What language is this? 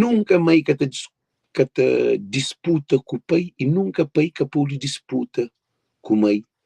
Kabuverdianu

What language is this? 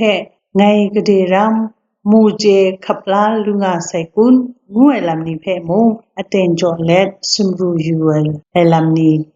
Kachin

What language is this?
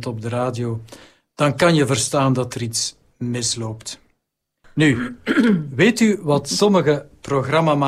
Dutch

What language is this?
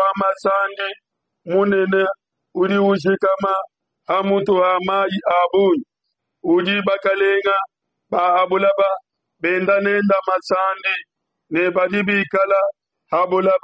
Luba-Lulua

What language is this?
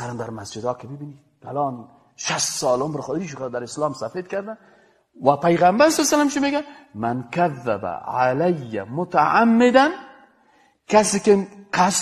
Persian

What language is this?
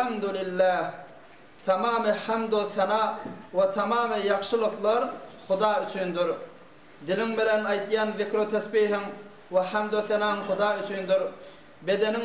Turkmen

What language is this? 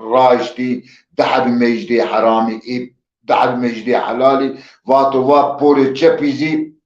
Zaza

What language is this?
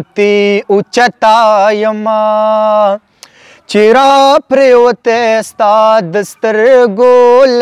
Pashto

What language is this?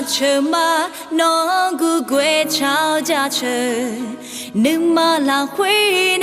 Akha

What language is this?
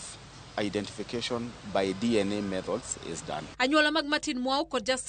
Luo (Kenya and Tanzania)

